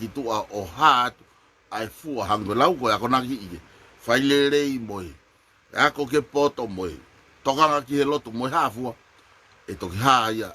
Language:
Tongan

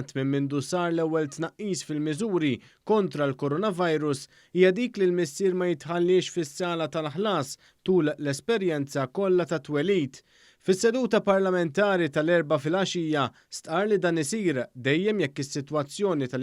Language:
Maltese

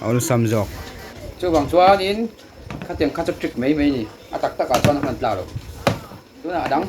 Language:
Mizo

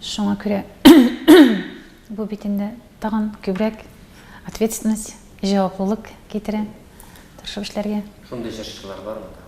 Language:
Tatar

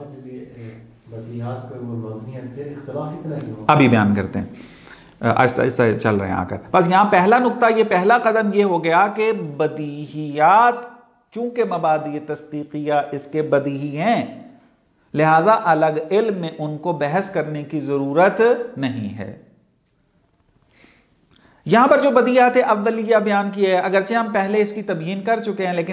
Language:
Urdu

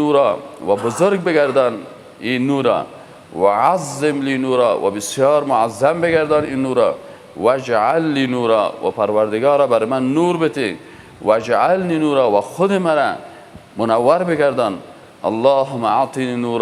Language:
Persian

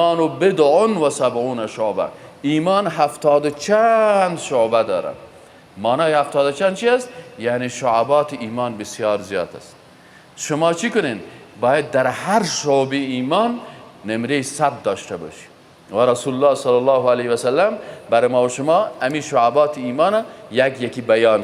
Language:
Persian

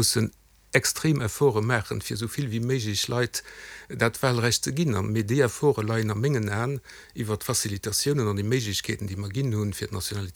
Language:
Luxembourgish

